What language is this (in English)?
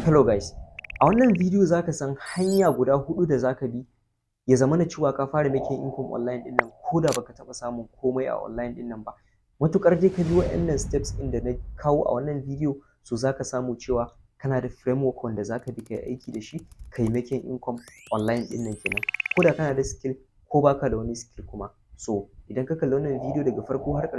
Hausa